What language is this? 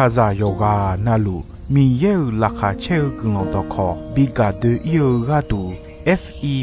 Akha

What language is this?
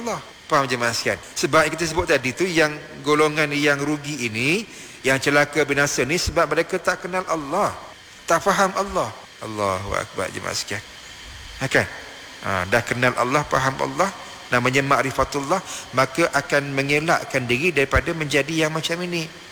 Malay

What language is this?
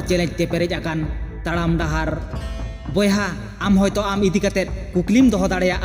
Santali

